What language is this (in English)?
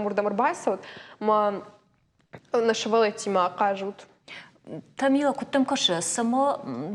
Ossetic